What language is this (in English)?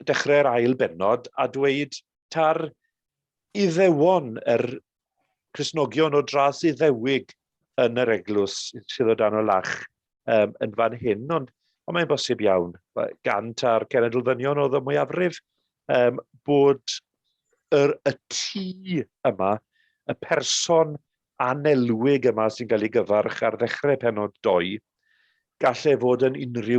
Welsh